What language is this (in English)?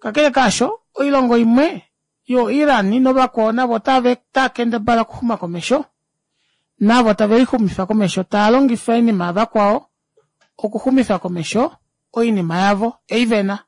Kuanyama